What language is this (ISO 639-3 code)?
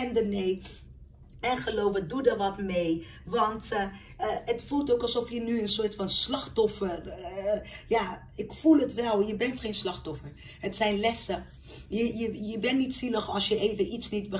nld